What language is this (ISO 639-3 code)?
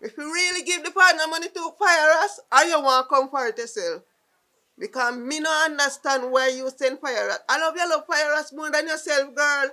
jam